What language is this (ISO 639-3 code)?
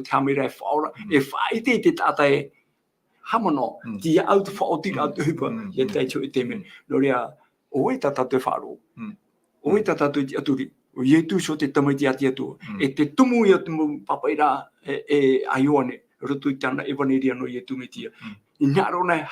tah